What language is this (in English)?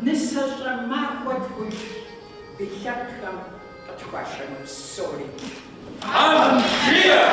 Kabardian